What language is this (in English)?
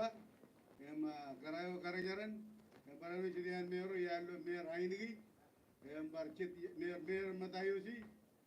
Marshallese